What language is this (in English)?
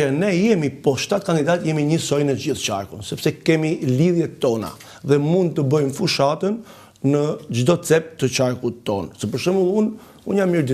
Albanian